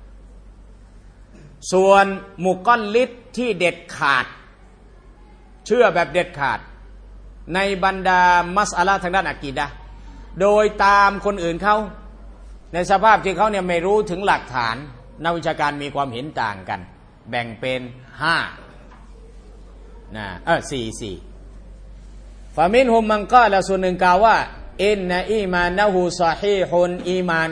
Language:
Thai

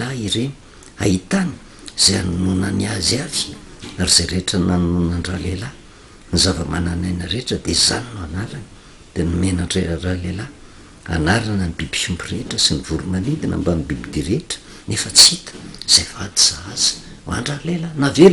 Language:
Malagasy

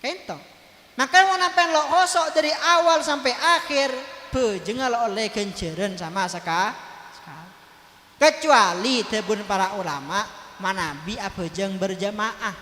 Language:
Madurese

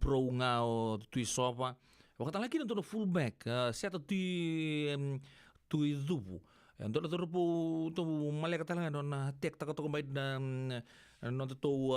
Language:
Fijian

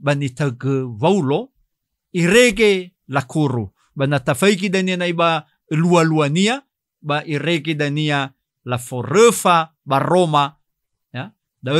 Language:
Nias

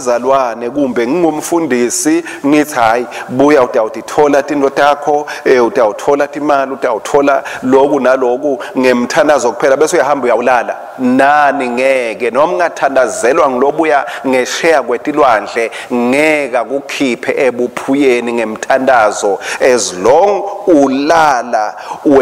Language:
Swati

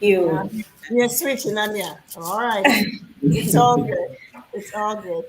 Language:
Ewe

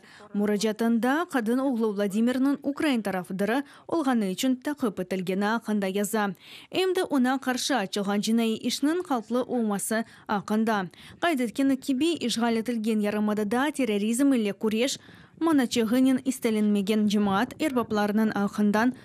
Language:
Crimean Tatar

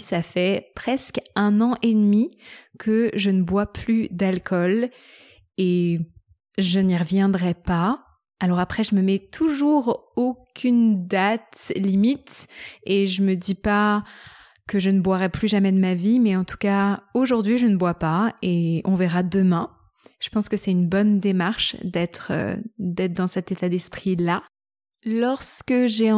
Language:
French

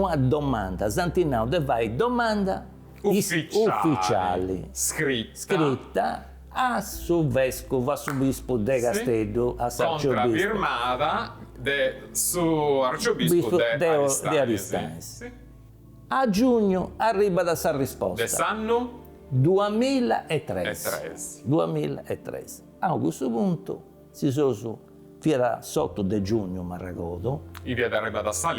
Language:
Sardinian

